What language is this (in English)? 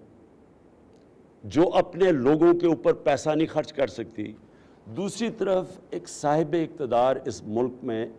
Urdu